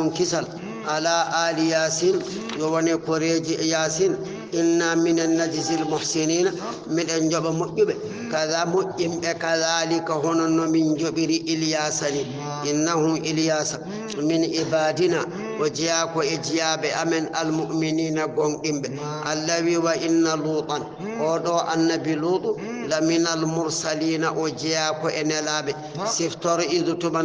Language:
Fula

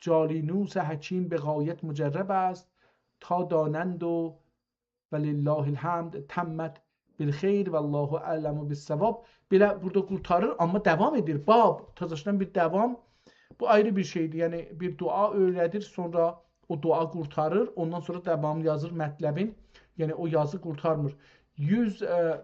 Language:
South Azerbaijani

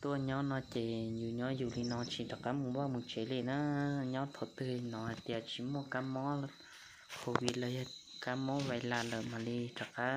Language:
Hmong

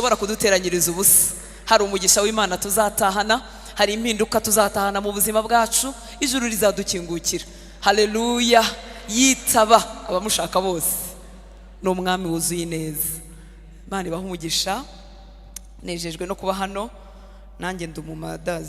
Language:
Kinyarwanda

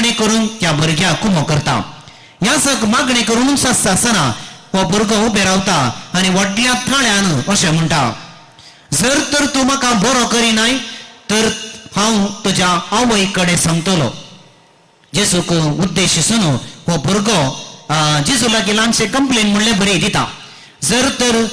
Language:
Konkani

